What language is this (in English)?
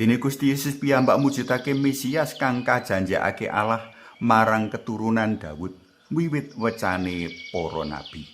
Javanese